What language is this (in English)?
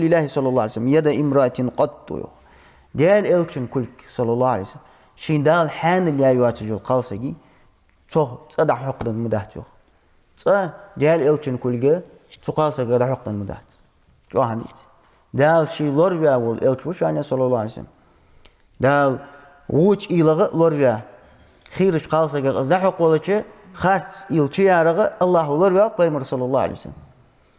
Ingush